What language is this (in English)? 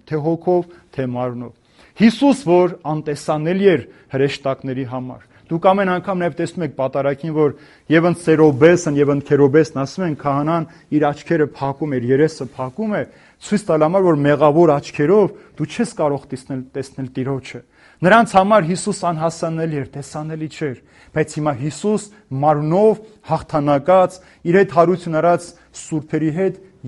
Armenian